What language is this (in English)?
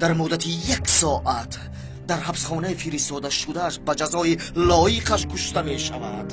Tajik